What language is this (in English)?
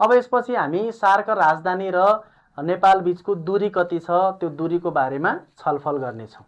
Nepali